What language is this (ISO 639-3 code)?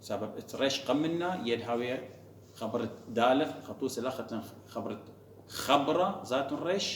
aii